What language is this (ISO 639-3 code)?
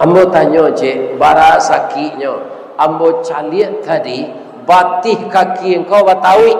min